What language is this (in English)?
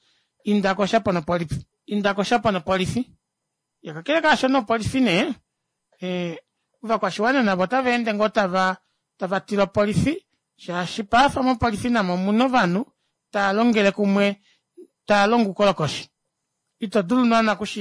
Kuanyama